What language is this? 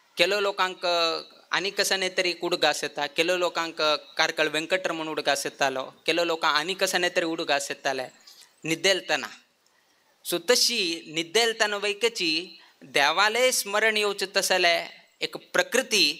Konkani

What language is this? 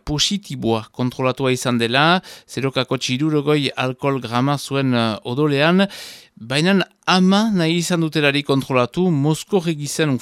Basque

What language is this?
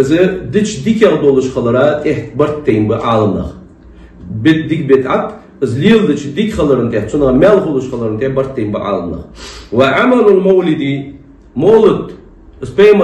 Ingush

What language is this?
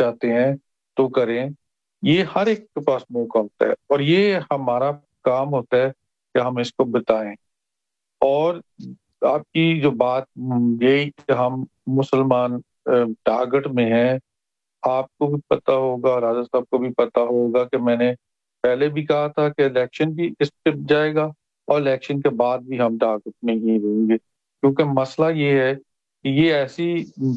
Urdu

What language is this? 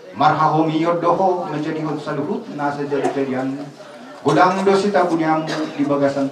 Batak Toba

